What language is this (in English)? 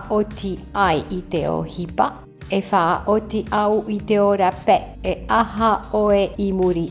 Tahitian